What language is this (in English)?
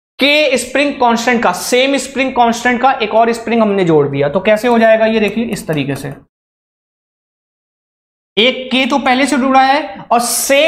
Hindi